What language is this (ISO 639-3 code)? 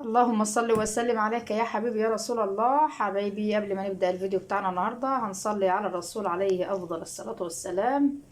arz